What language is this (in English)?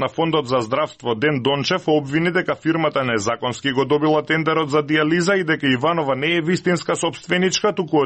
Macedonian